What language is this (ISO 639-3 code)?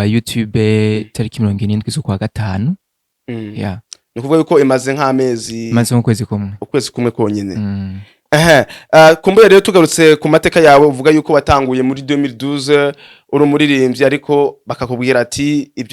run